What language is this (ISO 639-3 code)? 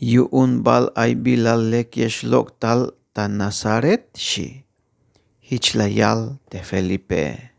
tzh